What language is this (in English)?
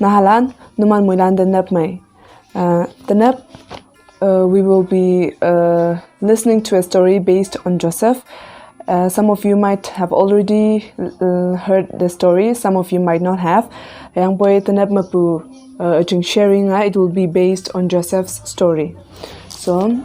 Konyak Naga